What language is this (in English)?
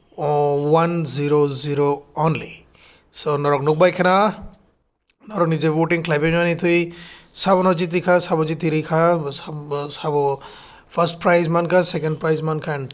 Kok Borok